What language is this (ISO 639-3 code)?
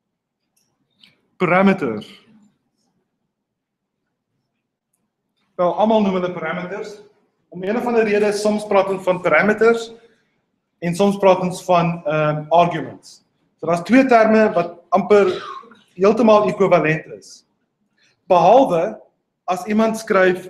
afr